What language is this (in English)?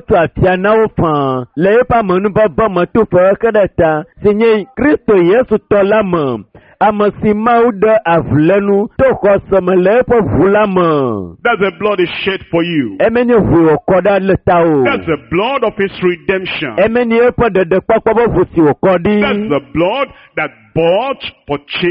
Ewe